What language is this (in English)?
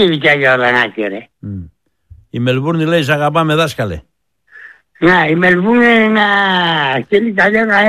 Greek